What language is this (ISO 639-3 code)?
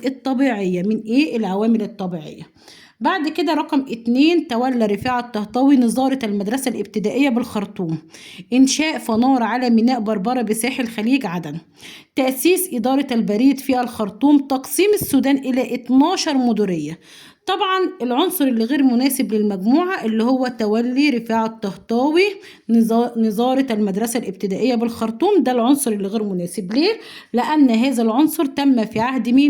arz